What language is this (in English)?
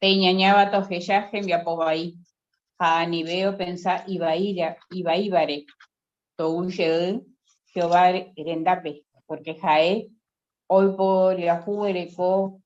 Guarani